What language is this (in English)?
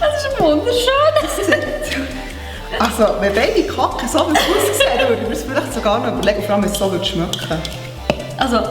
Swiss German